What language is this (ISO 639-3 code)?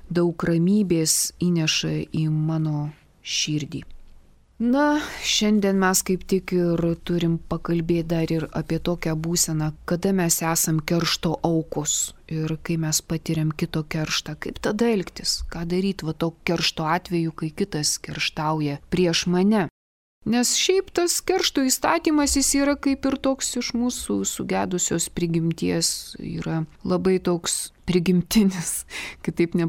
lit